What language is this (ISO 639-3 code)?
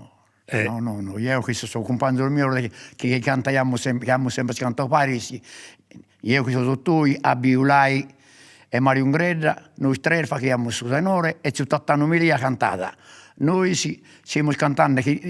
srd